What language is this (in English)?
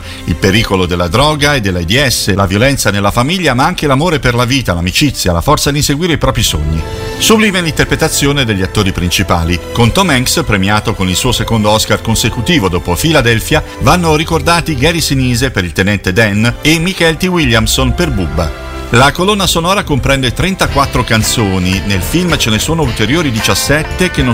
Italian